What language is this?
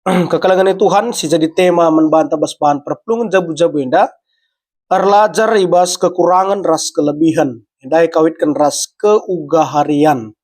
Batak Karo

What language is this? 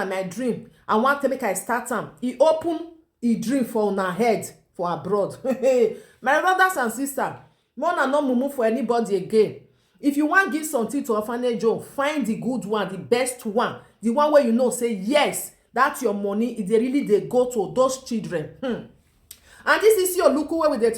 Nigerian Pidgin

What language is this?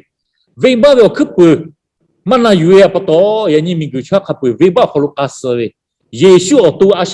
Lahu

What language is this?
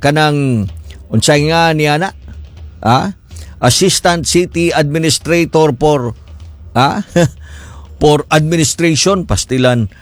Cebuano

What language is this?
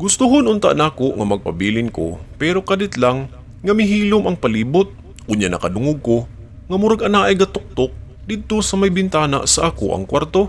Cebuano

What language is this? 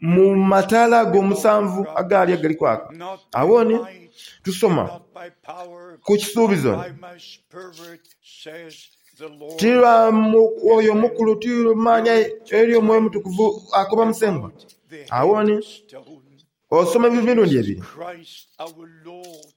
Soga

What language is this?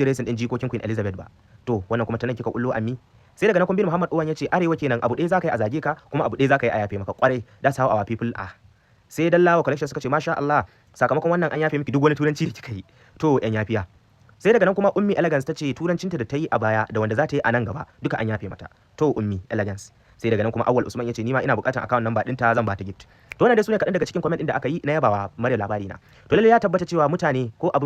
Hausa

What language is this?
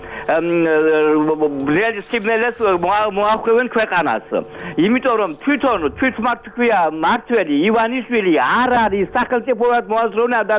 Georgian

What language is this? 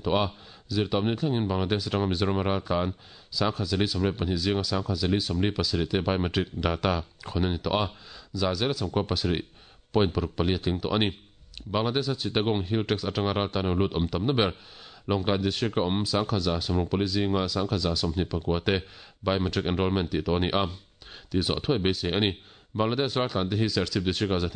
Mizo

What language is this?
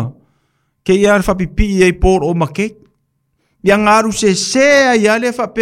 Samoan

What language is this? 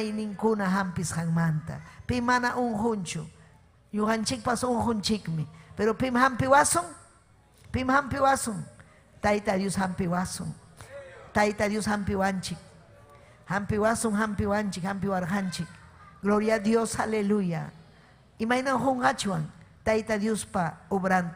Ayacucho Quechua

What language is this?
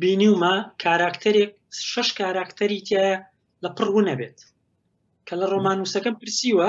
Central Kurdish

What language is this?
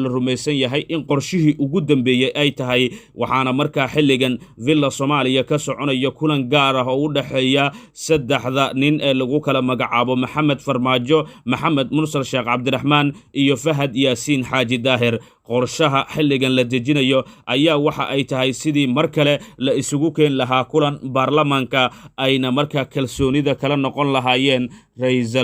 Somali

